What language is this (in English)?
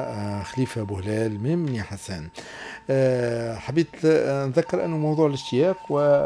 Tunisian Arabic